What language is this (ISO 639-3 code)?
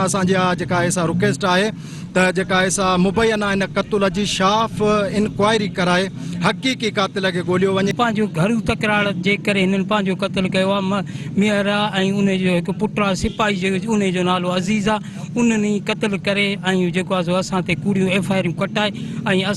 snd